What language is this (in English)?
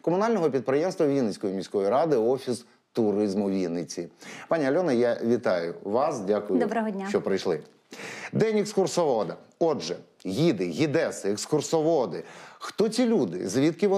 Ukrainian